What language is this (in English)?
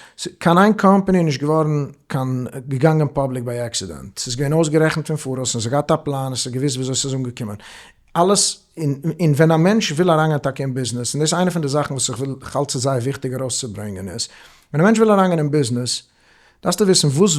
Yiddish